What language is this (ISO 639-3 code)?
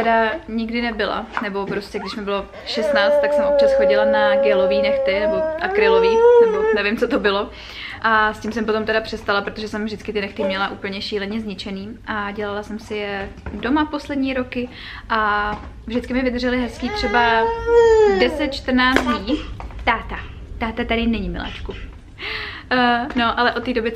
ces